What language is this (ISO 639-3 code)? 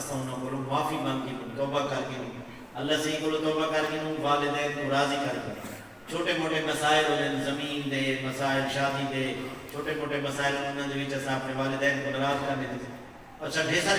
skr